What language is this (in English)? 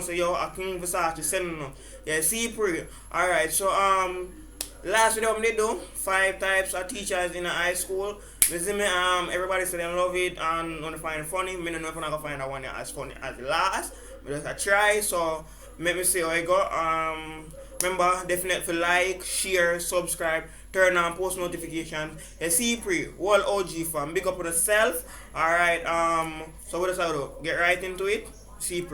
Jamaican Creole English